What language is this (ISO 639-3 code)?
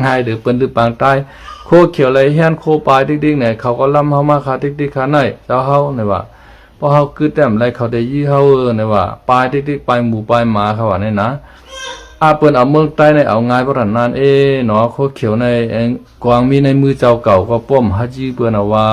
shn